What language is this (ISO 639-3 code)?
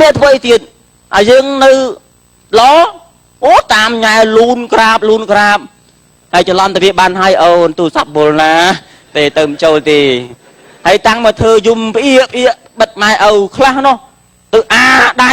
khm